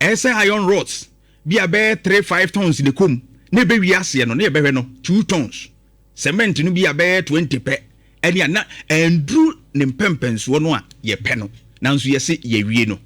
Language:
Akan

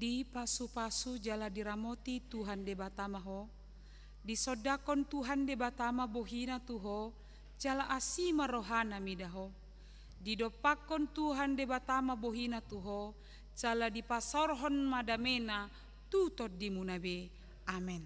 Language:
Batak Toba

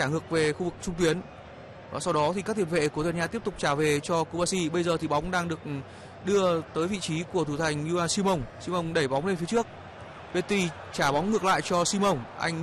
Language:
Vietnamese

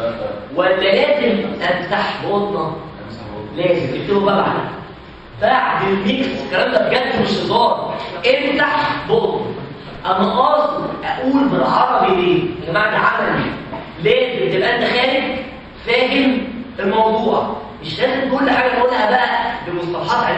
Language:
Egyptian Arabic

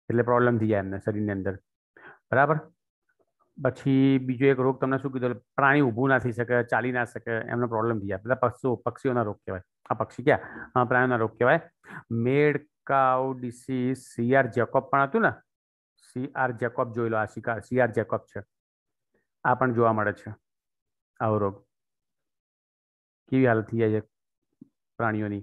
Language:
Gujarati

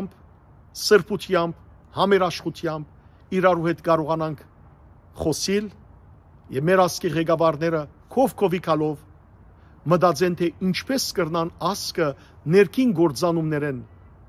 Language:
Western Armenian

